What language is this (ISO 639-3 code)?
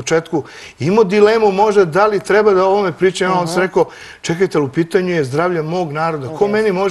srp